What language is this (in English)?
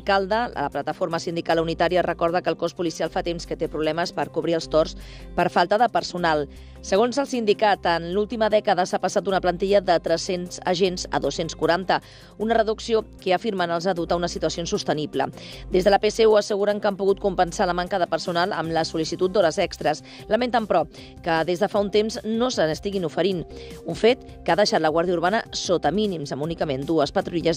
Catalan